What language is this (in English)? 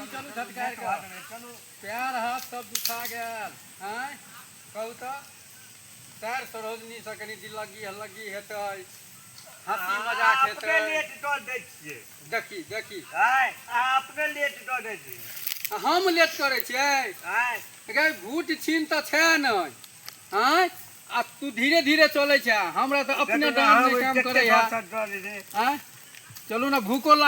Maithili